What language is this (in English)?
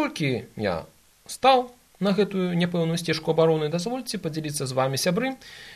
Belarusian